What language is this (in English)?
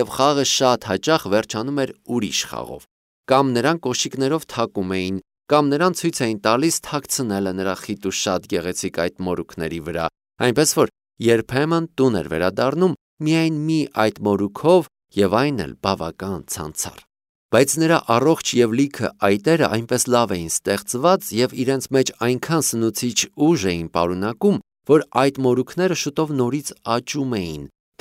Armenian